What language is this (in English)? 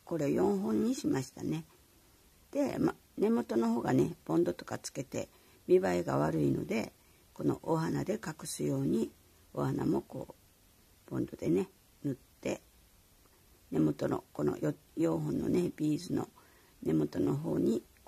Japanese